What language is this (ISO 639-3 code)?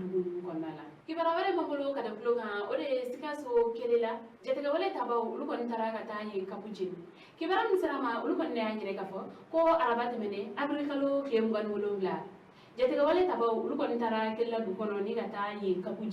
bam